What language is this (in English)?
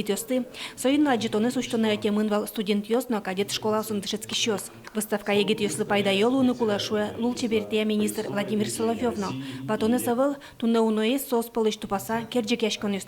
Udmurt